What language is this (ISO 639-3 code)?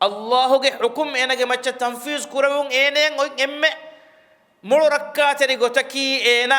div